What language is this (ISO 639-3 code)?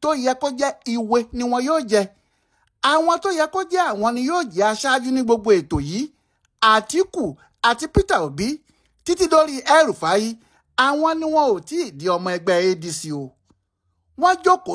yor